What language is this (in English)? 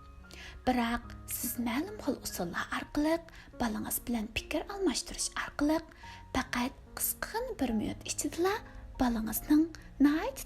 Uyghur